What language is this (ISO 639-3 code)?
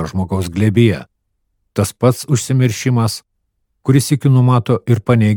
lit